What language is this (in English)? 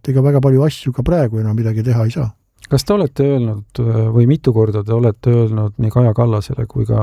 Estonian